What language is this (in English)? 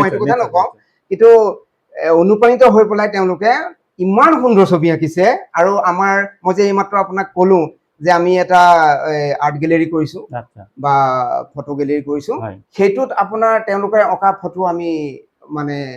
Assamese